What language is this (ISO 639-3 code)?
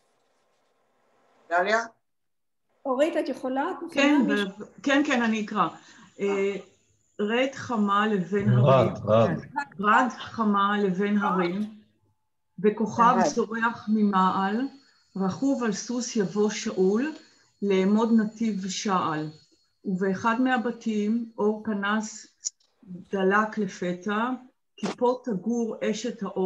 heb